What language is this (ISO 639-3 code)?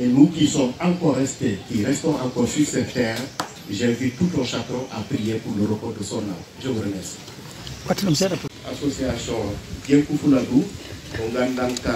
ful